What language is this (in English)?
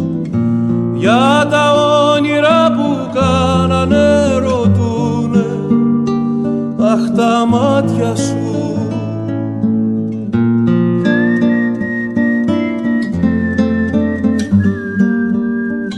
Greek